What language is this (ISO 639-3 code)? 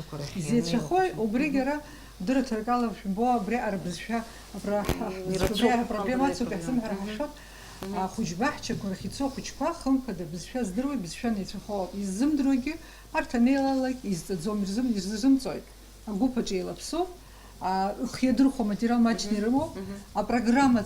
abk